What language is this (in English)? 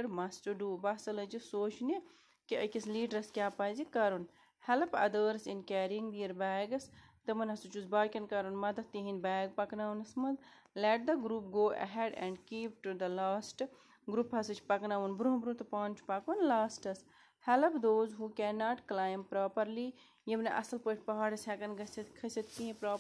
Kashmiri